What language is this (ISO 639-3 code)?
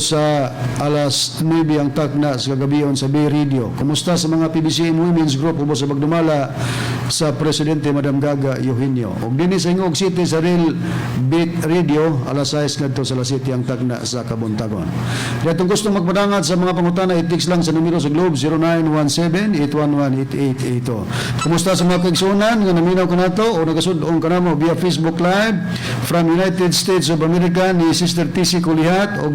ceb